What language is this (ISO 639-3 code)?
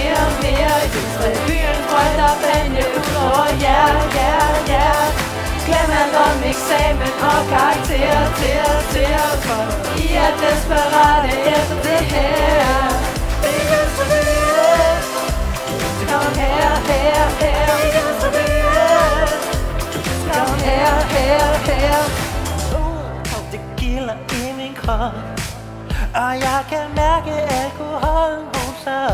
dan